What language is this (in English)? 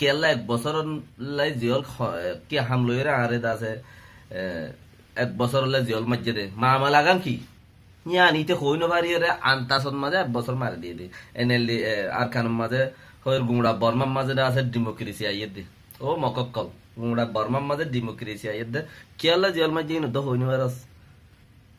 Rohingya